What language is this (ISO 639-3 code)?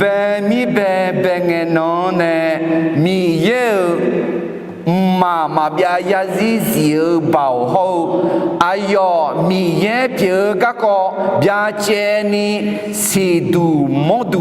ahk